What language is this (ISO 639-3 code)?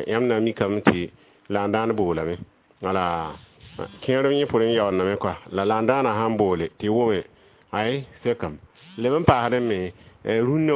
mos